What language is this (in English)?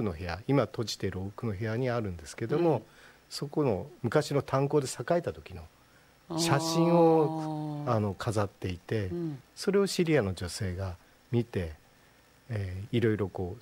Japanese